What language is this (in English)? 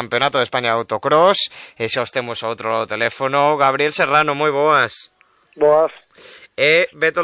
Galician